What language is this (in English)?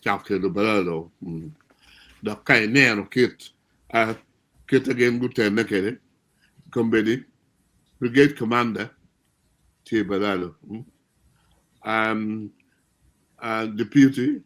Acoli